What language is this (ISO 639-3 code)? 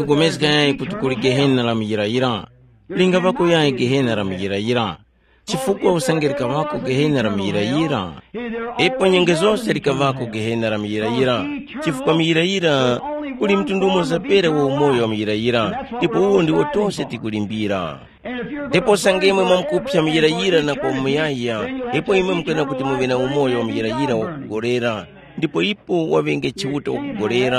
tum